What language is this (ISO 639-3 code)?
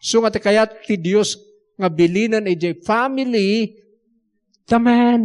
ilo